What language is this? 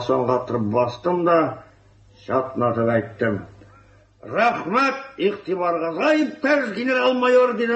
Tatar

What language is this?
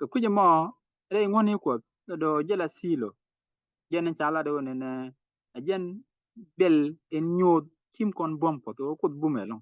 Nuer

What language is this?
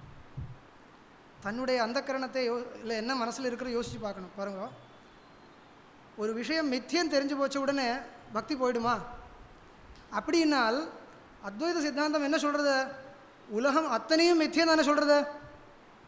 Tamil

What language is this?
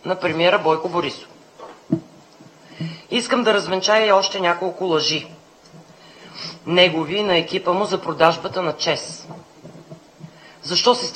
Bulgarian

